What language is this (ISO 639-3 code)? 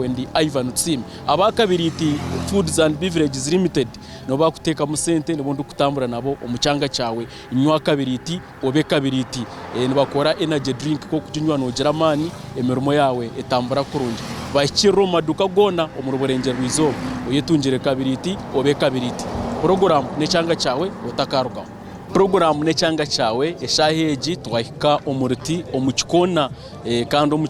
nyn